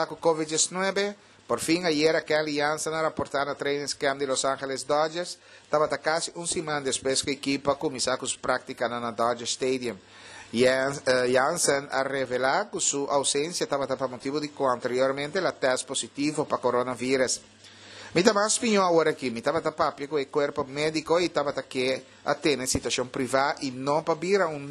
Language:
Papiamento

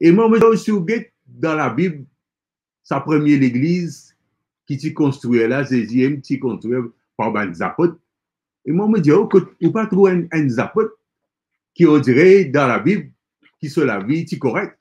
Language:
Morisyen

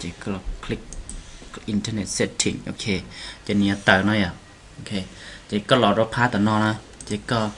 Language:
Hmong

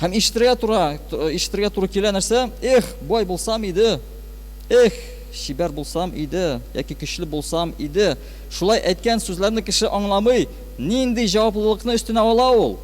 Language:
Tatar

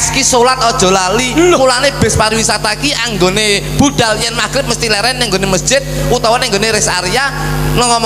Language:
Javanese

